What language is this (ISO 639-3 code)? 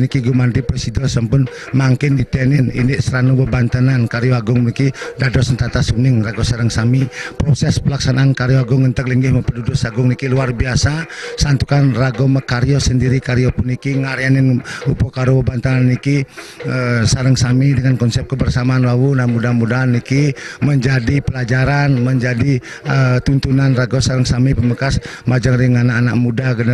ban